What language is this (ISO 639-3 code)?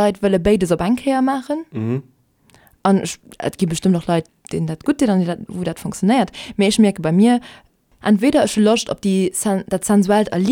ltz